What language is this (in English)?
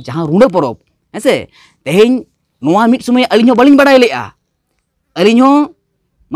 Santali